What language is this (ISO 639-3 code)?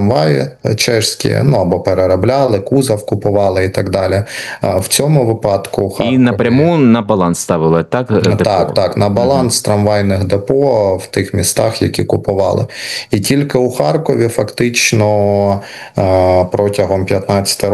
ukr